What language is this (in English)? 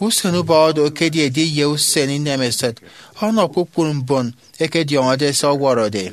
Efik